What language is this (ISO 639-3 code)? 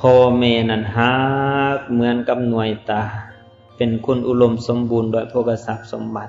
lao